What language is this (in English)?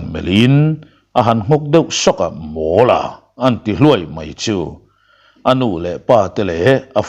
Mizo